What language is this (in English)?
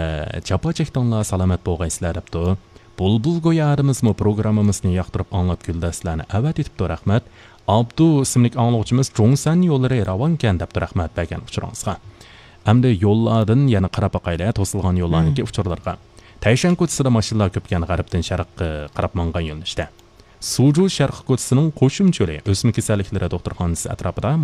Uyghur